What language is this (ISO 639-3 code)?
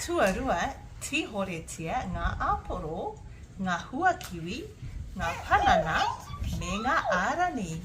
mri